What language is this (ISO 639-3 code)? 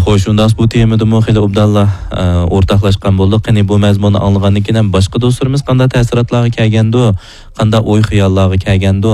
uig